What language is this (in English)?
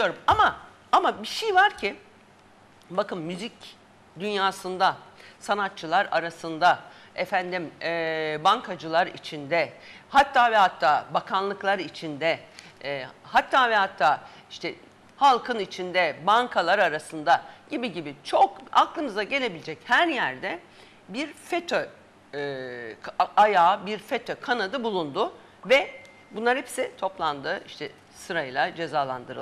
Turkish